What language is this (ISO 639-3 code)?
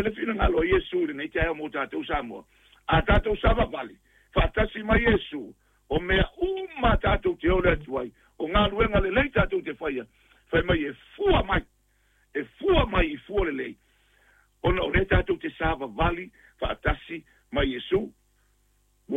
smo